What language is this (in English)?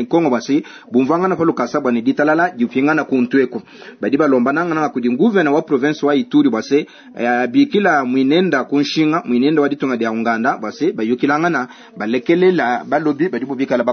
Luba-Lulua